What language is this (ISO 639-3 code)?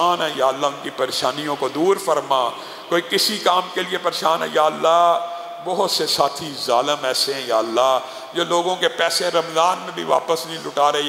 urd